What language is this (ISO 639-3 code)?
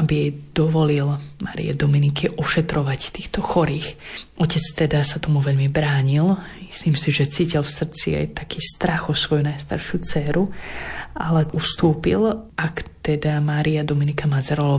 slk